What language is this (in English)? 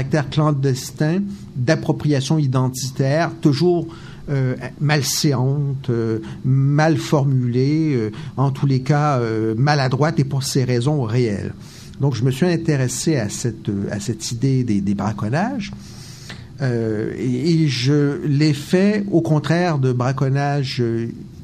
French